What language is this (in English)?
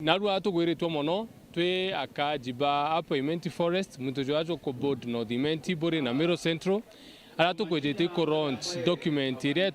Meru